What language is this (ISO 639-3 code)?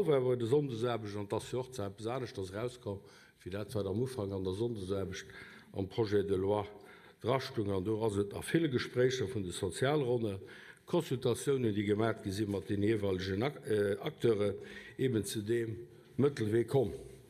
ltz